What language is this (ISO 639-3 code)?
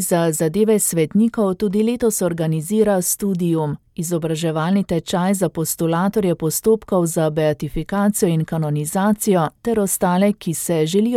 slv